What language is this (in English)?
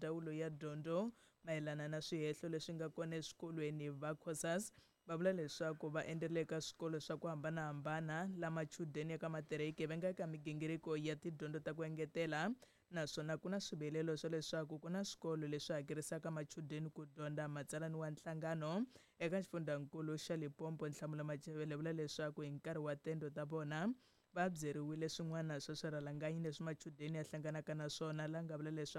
Tsonga